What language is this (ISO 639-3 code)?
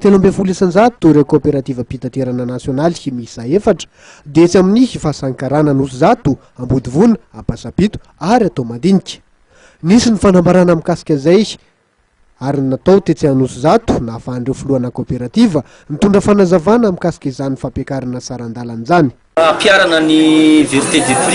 mlg